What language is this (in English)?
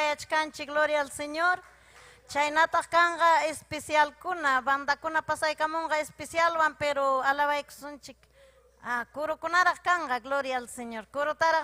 Ayacucho Quechua